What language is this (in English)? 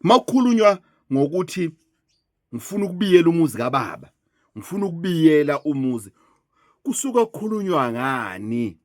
Zulu